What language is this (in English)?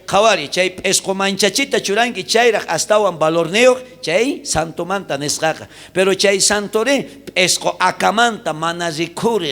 South Bolivian Quechua